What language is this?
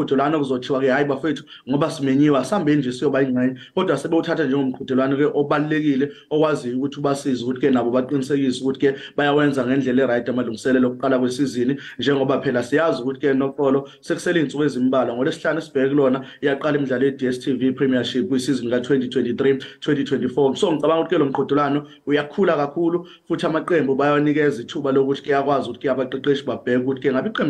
Zulu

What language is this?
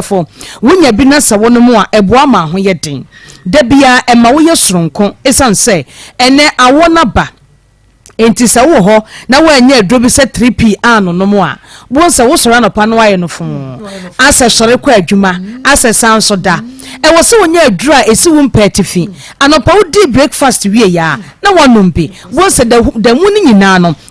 Akan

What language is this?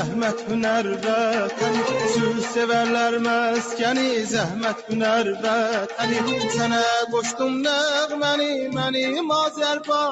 South Azerbaijani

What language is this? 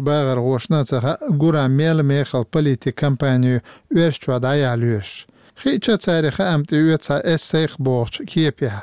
Chechen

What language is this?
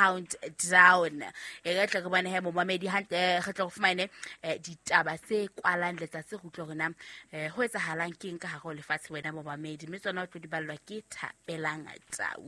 Southern Sotho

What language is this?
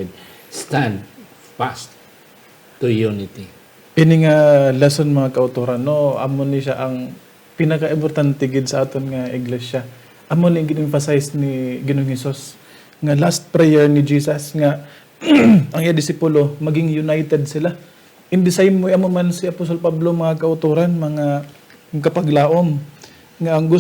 Hiligaynon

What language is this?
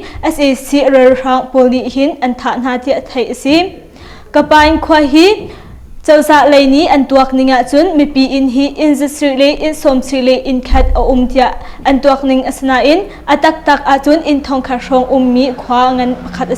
Hakha Chin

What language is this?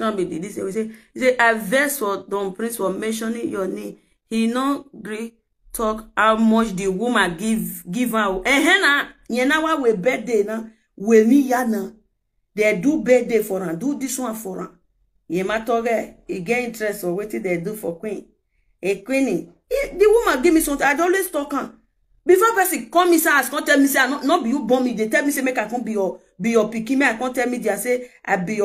Nigerian Pidgin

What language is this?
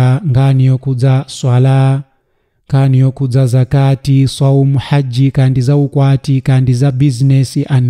Nyanja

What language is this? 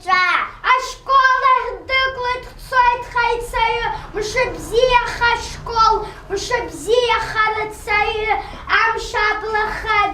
Abkhazian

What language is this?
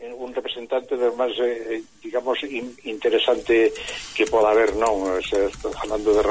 Galician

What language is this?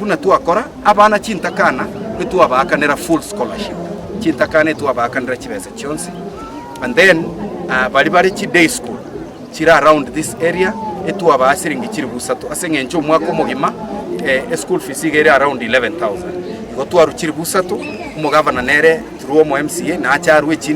Gusii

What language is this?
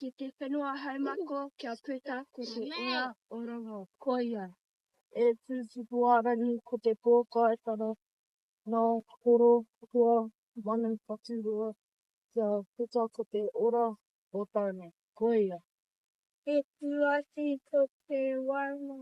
Māori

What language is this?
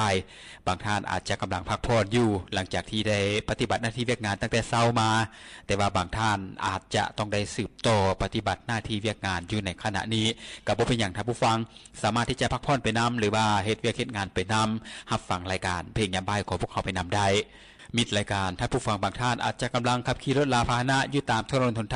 Lao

